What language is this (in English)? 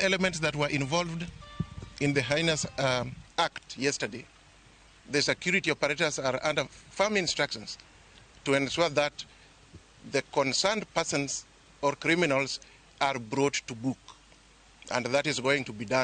Luo (Kenya and Tanzania)